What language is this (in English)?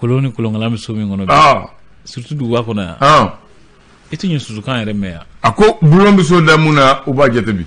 Bambara